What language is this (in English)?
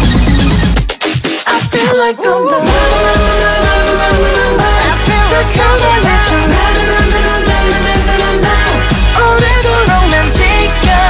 Korean